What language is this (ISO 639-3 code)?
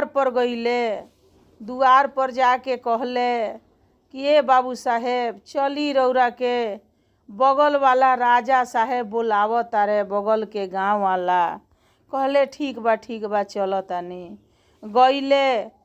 bho